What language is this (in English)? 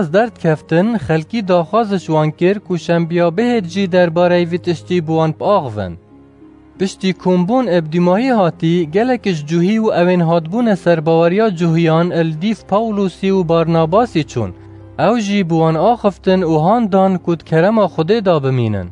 Kurdish